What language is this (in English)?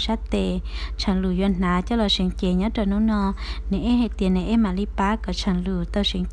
Hmong